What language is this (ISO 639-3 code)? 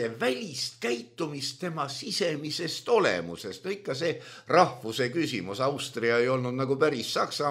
est